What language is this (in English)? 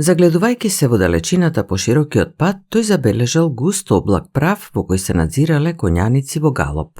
Macedonian